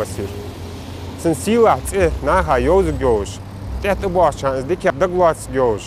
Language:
Ingush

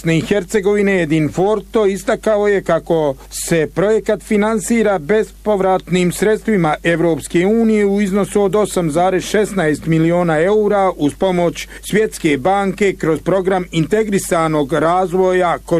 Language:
Bosnian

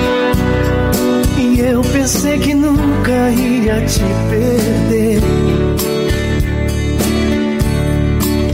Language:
Portuguese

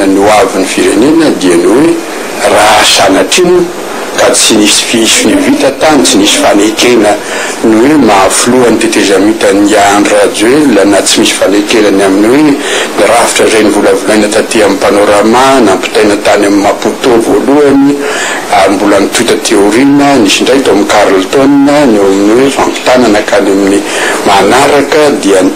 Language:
Malagasy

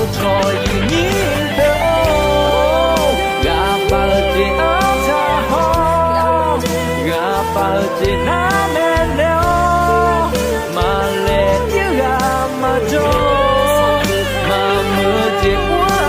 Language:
Akha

